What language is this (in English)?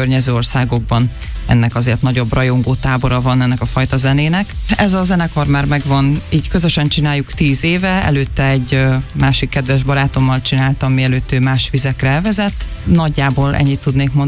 Hungarian